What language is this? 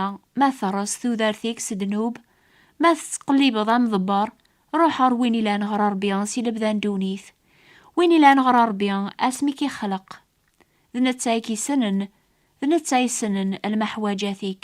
Kabyle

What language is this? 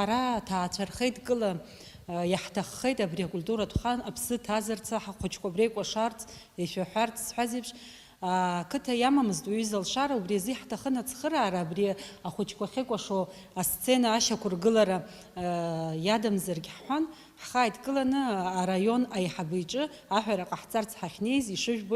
Abkhazian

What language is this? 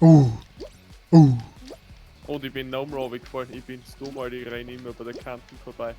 Bavarian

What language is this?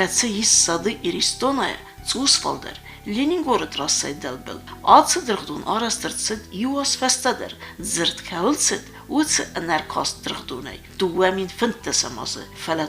Ossetic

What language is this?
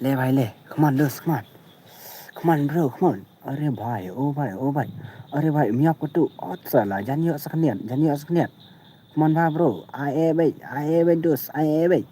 Khasi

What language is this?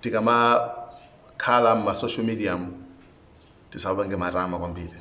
Nyanja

